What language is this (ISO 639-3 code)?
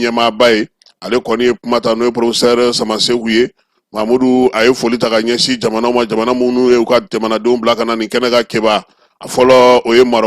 bam